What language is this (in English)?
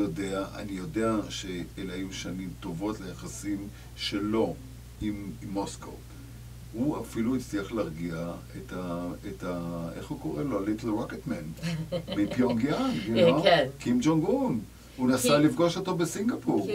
Hebrew